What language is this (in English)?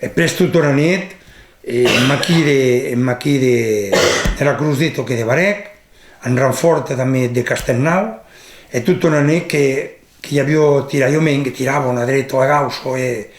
Occitan